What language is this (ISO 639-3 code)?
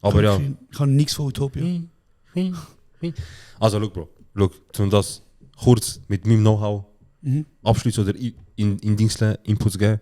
gsw